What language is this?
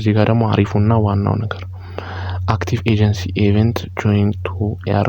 Amharic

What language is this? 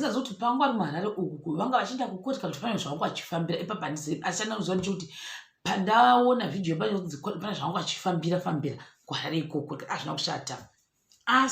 Shona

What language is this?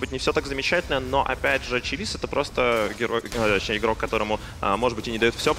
Russian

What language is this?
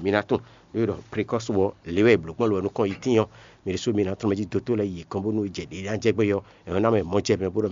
Fon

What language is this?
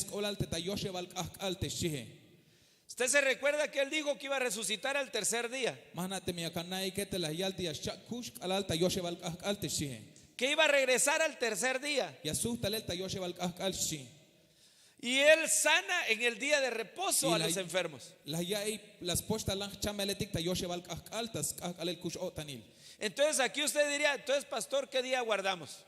Tzeltal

